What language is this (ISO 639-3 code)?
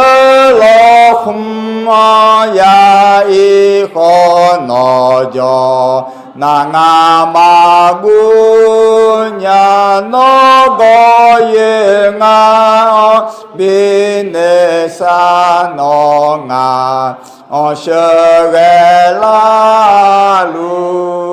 ahk